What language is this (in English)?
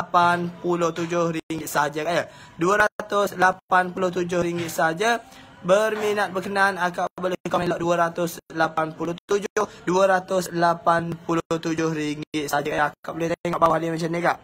Malay